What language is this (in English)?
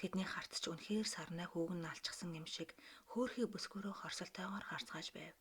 Mongolian